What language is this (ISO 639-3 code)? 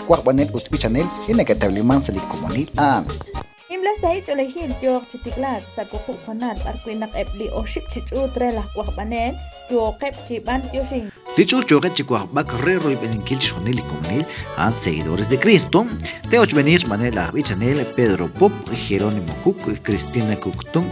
kek